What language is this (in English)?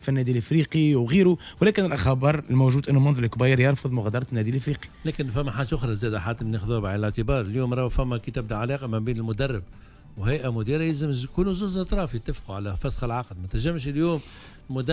Tunisian Arabic